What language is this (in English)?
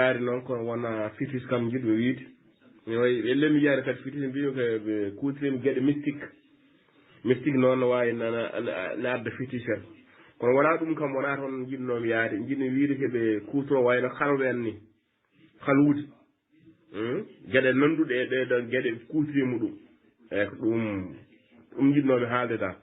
Fula